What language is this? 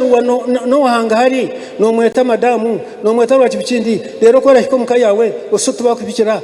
Nyankole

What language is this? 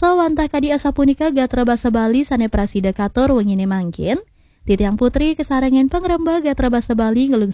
Balinese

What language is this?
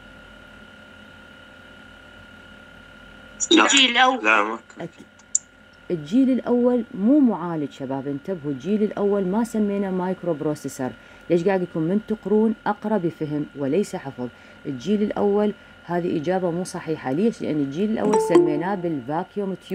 Mesopotamian Arabic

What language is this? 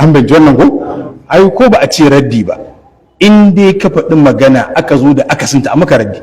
Hausa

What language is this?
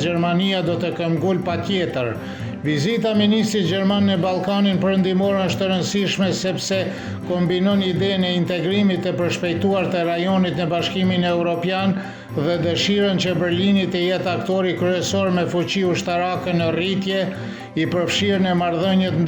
Albanian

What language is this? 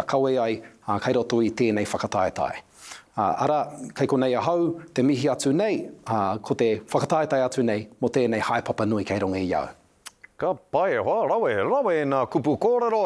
Māori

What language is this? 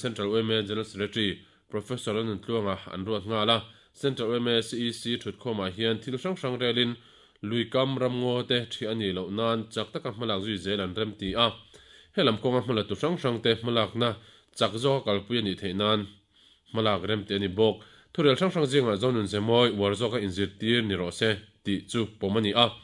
Mizo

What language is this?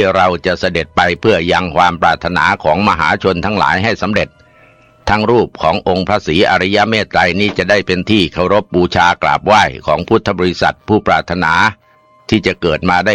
Thai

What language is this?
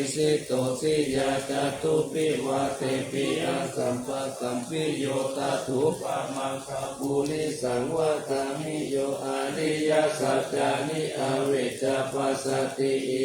Pali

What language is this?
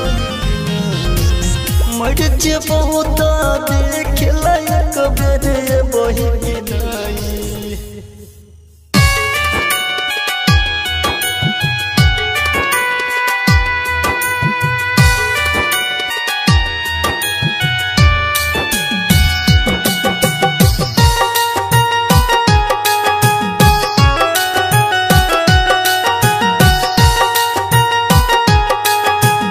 Bhojpuri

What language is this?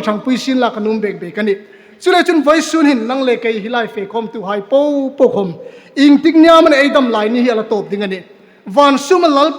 Hmar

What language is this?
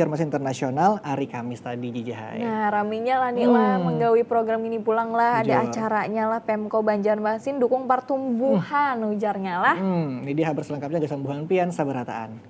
Banjar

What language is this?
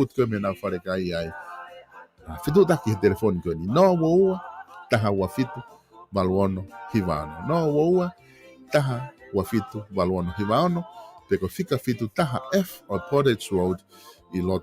Tongan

